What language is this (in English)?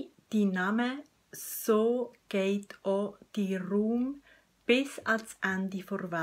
Swiss German